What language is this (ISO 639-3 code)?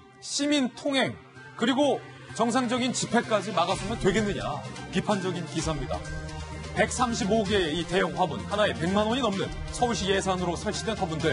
kor